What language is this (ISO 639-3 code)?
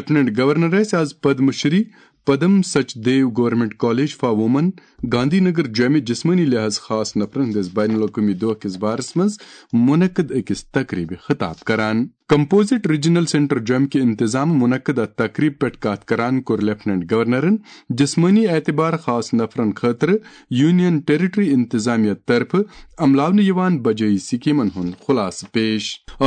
kas